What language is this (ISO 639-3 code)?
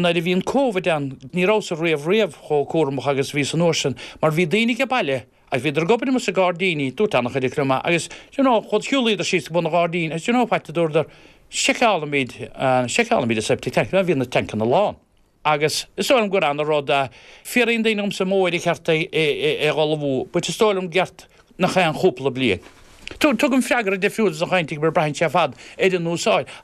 gle